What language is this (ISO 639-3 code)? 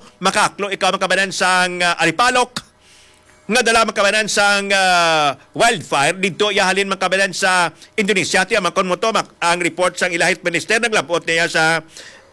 hil